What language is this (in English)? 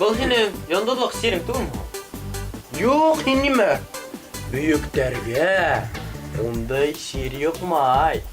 Bashkir